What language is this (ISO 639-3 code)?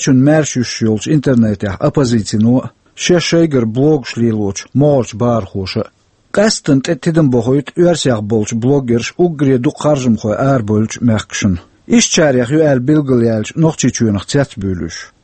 che